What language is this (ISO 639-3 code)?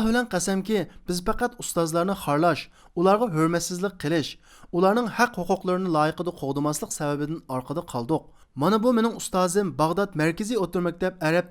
uig